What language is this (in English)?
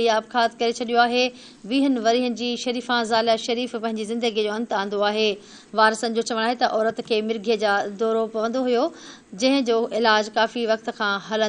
Sindhi